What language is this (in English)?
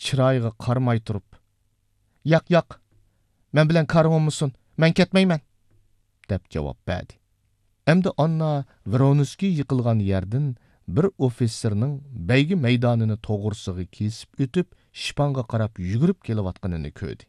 Uyghur